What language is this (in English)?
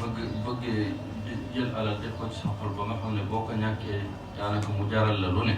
Wolof